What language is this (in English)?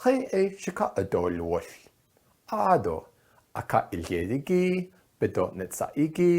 Navajo